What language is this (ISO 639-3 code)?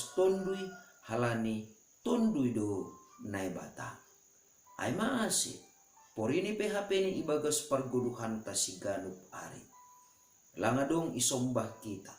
bts